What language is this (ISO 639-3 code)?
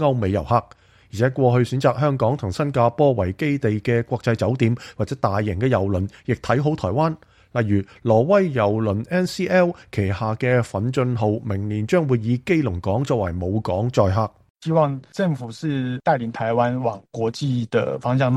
yue